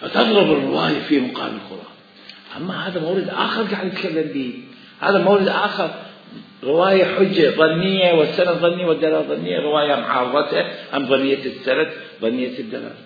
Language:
Mesopotamian Arabic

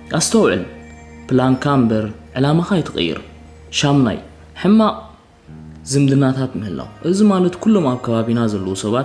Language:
Tigrinya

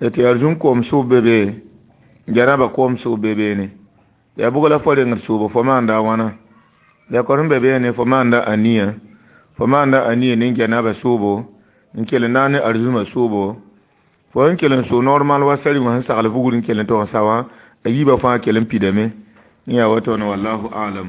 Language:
Mossi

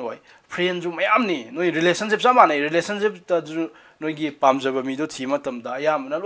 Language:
Manipuri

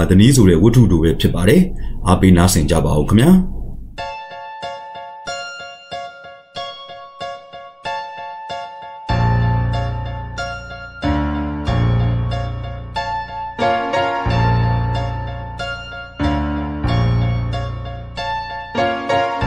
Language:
Burmese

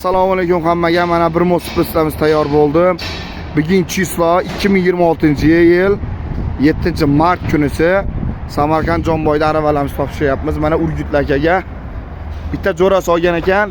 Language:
Uzbek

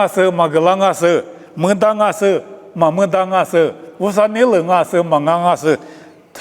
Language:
Lisu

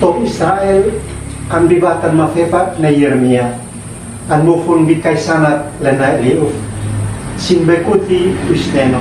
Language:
Uab Meto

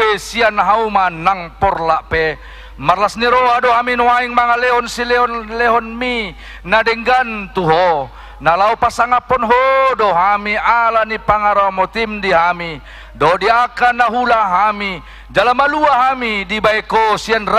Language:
Batak Toba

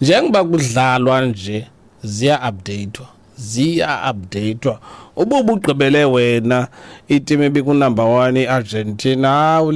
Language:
Xhosa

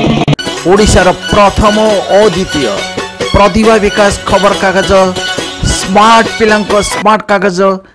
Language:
Odia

